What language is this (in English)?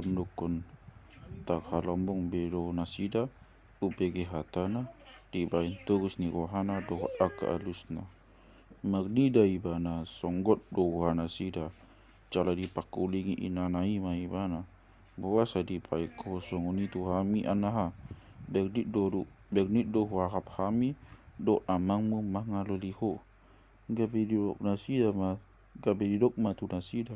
Batak Toba